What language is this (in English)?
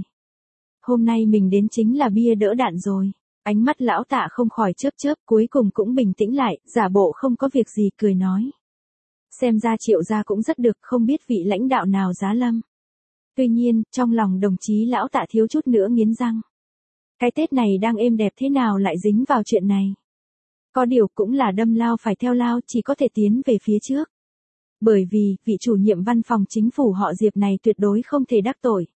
Vietnamese